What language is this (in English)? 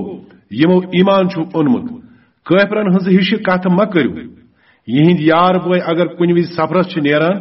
Kashmiri